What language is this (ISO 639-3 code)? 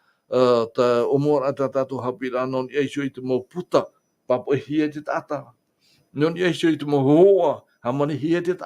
tah